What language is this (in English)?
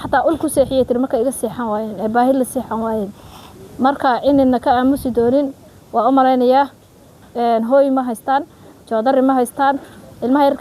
Somali